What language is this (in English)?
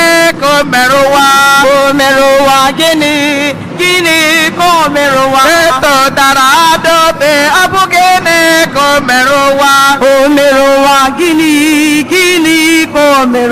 Igbo